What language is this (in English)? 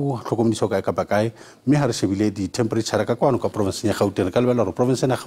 Southern Sotho